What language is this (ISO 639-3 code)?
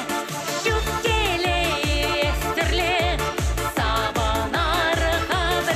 chv